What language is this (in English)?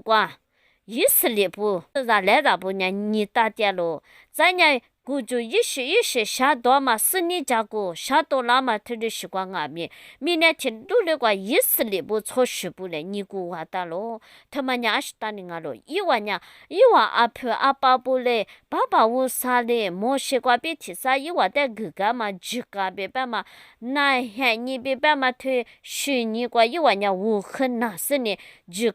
Lisu